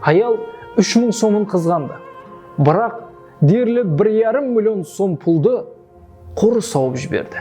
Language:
Kara-Kalpak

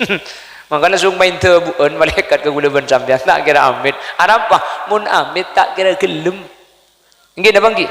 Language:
Madurese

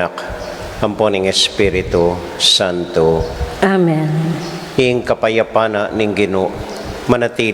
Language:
Pampanga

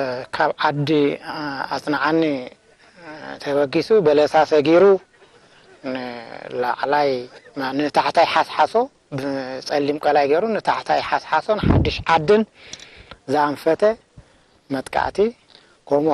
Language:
Tigrinya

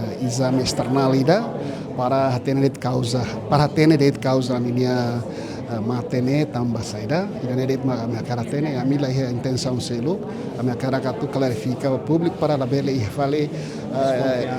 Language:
Tetum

